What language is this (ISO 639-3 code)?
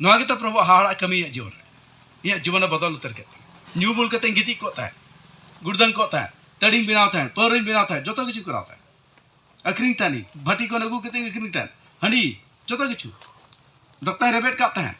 sat